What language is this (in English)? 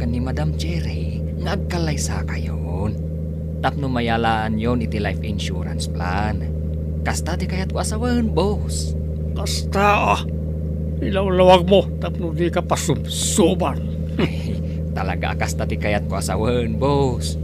Iloko